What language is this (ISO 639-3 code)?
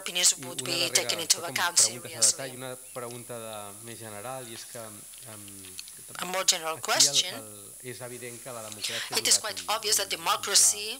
cat